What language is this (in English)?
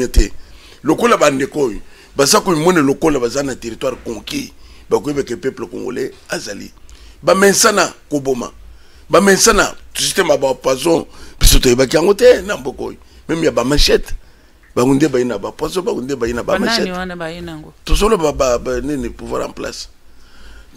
Lingala